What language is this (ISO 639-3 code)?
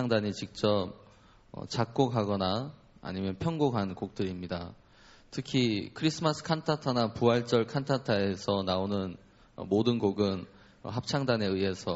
kor